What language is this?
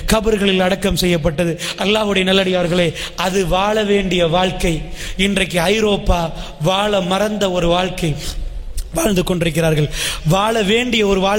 Tamil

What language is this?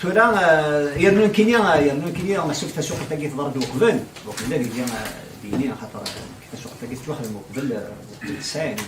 Kabyle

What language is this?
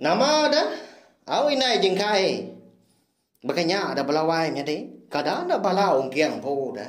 Iban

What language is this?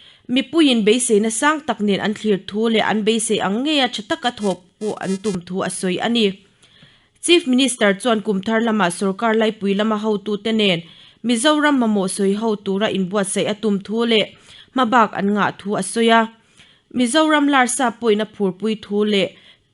Mizo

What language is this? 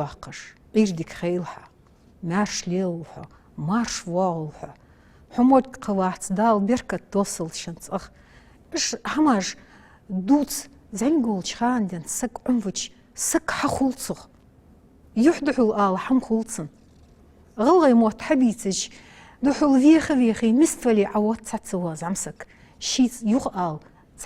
Ingush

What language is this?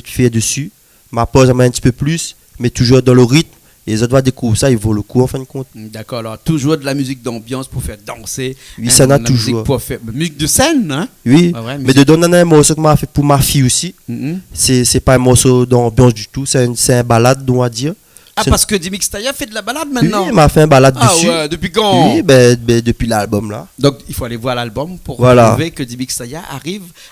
Réunion Creole French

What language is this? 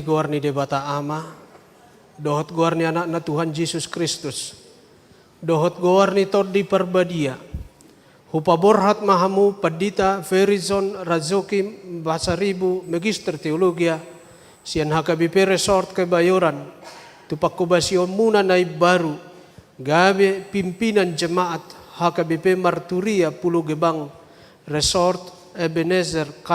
Batak Toba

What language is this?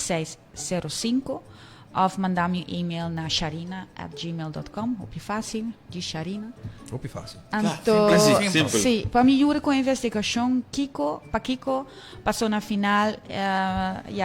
Papiamento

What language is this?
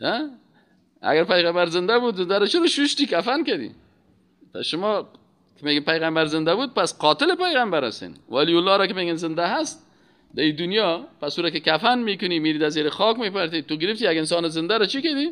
Persian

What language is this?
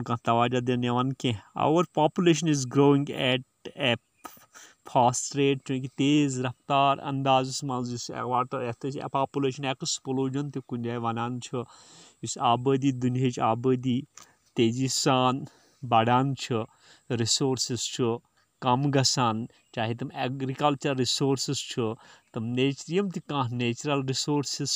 Kashmiri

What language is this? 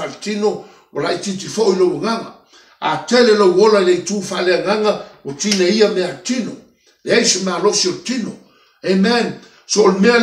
Samoan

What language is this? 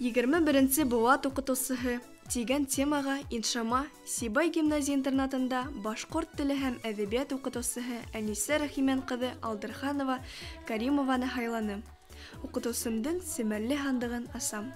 Bashkir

